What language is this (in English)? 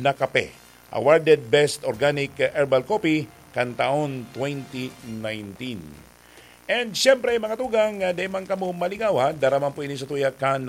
Bikol